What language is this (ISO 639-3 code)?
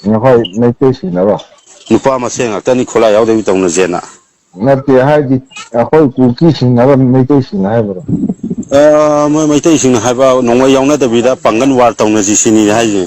mni